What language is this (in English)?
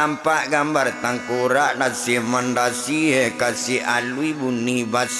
Minangkabau